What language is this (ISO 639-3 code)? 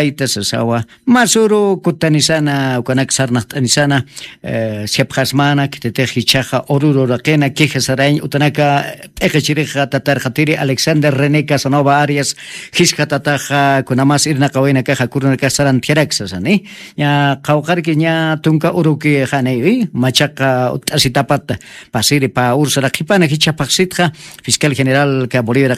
aym